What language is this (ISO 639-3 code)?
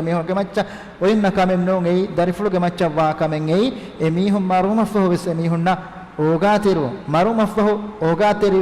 div